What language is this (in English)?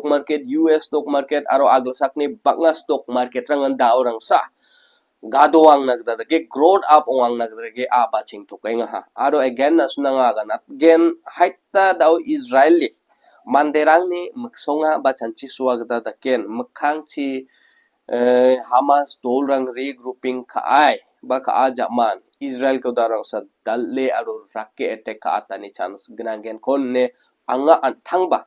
Garo